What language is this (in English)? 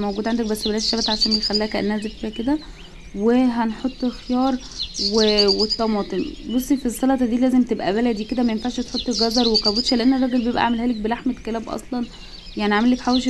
Egyptian Arabic